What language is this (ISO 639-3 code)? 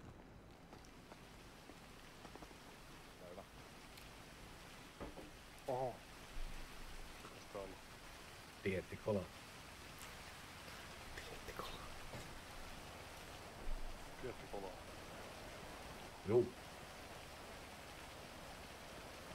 fin